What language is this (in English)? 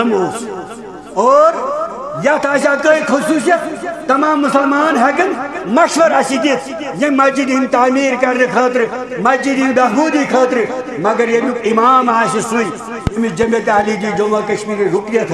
Kashmiri